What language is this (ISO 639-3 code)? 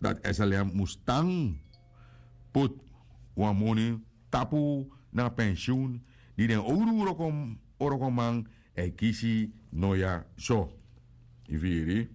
srn